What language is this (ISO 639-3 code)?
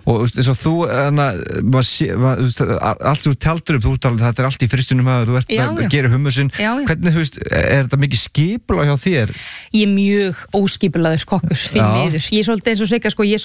isl